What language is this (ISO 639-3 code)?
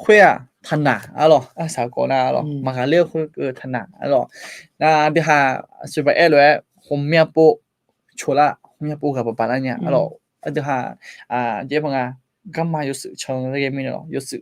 ahk